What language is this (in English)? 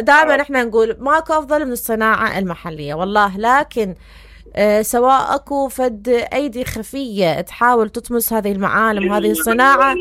Mesopotamian Arabic